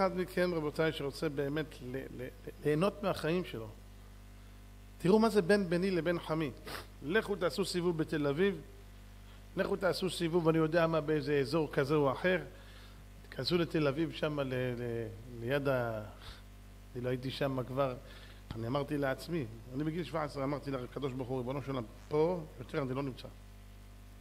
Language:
Hebrew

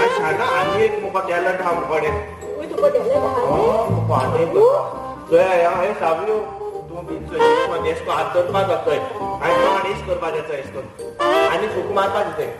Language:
Konkani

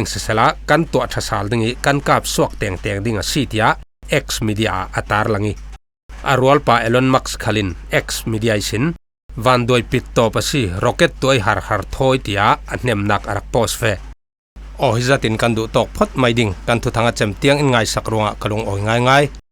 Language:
Falam Chin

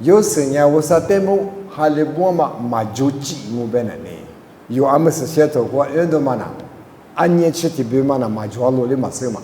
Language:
Lisu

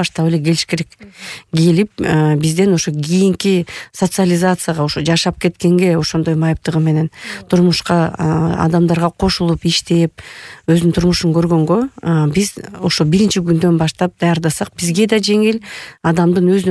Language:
Kyrgyz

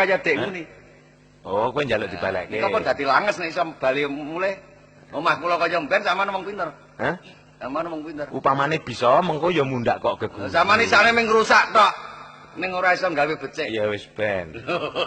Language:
Javanese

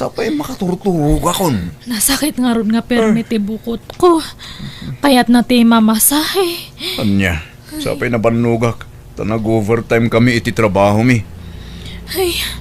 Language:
Iloko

